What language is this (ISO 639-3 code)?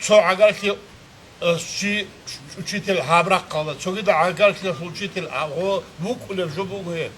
ava